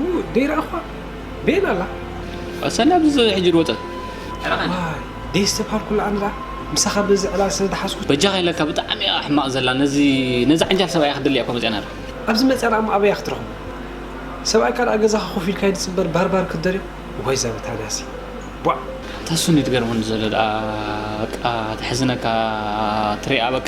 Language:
Tigrinya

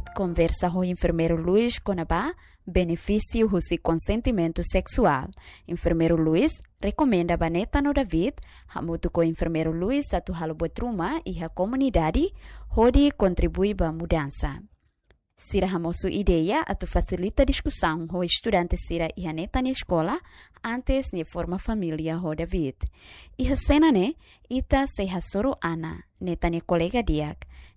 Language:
Tetum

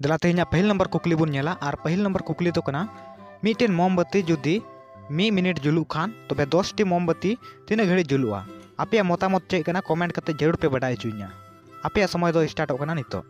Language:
Santali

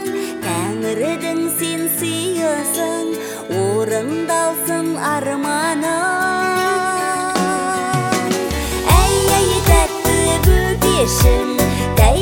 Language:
Kazakh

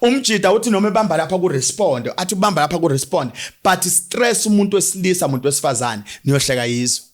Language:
Zulu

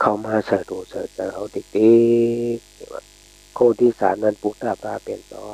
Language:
Shan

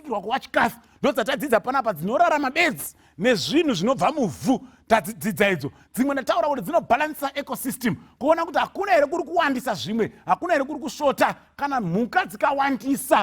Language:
Shona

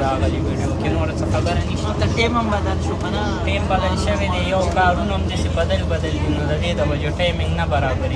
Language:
Pashto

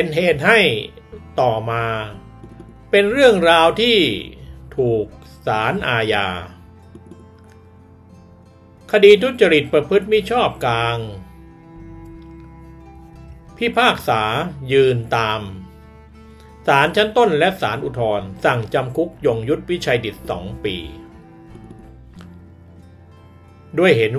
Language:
Thai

